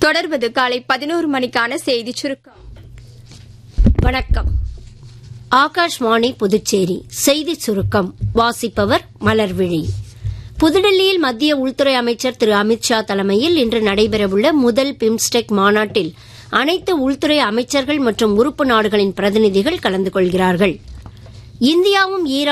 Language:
Tamil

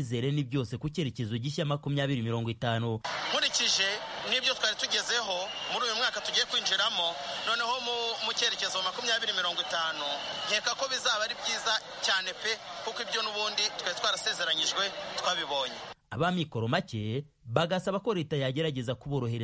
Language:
Kinyarwanda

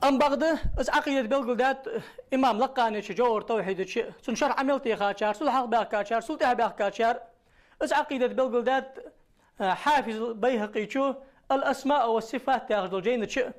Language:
Ingush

